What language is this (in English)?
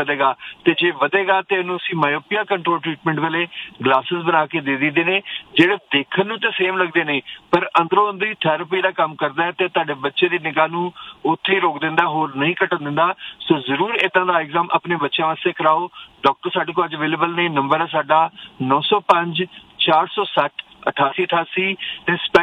Punjabi